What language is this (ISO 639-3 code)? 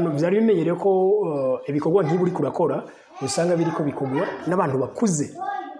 run